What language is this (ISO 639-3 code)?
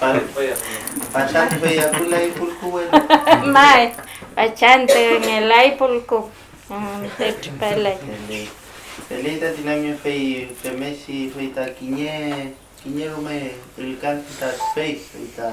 arn